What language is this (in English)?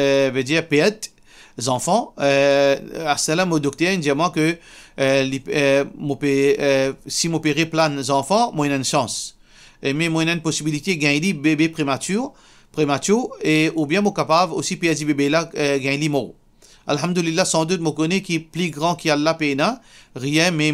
Morisyen